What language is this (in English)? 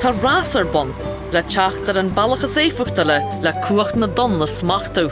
Irish